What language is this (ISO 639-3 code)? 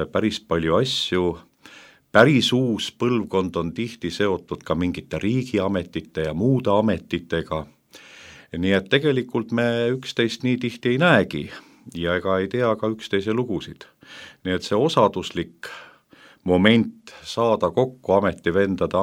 est